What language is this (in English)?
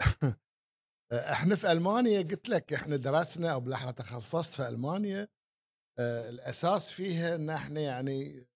Gulf Arabic